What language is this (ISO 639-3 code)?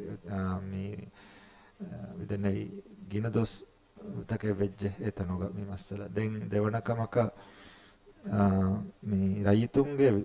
div